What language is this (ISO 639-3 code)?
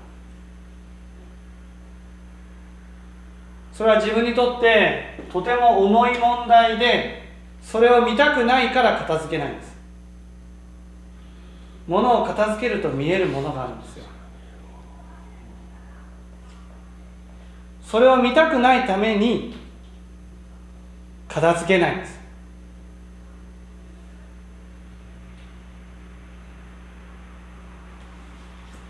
jpn